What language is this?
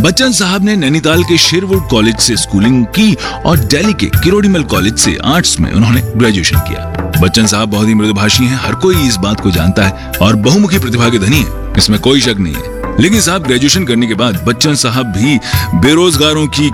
Hindi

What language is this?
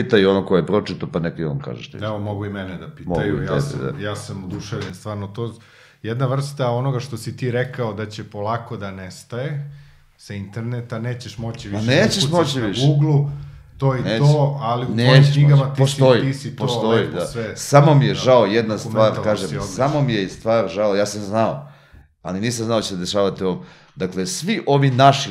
Serbian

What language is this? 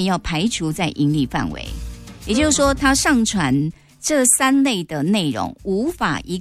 Chinese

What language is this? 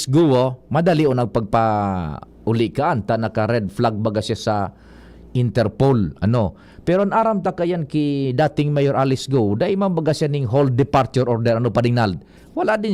Bikol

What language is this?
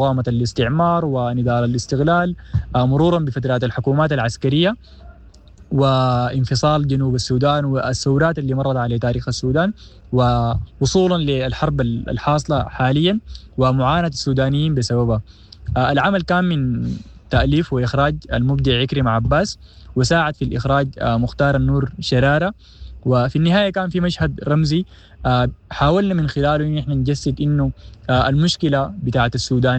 Sudanese Arabic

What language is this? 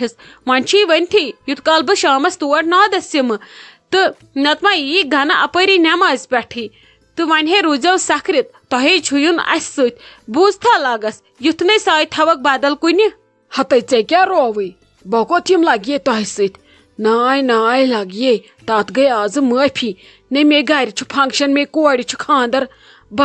Kashmiri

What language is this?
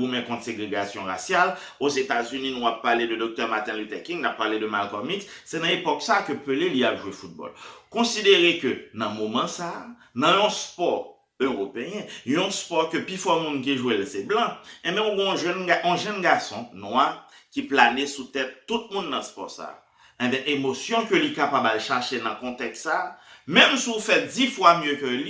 Haitian Creole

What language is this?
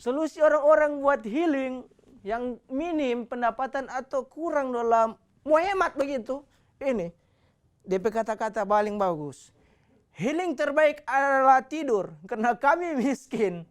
Manado Malay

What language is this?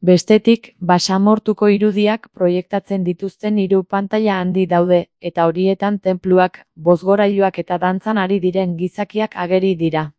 Basque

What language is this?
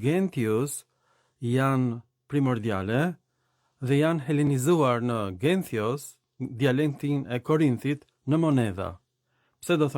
Albanian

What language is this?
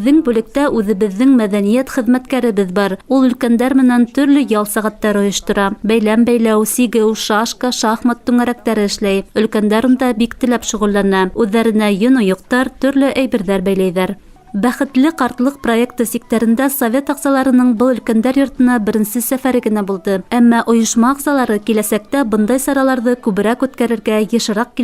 Bashkir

